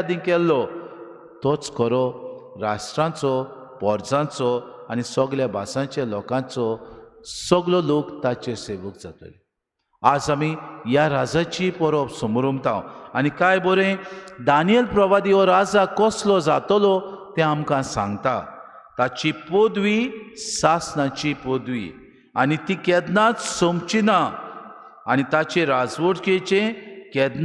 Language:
Konkani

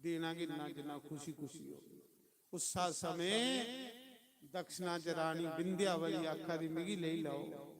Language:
Dogri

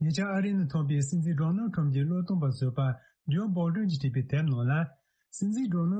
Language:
Tibetan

